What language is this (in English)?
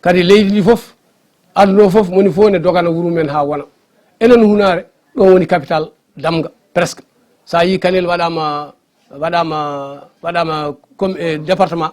Fula